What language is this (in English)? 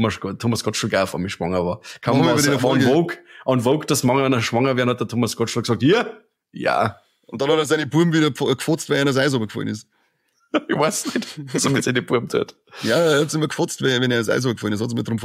Bavarian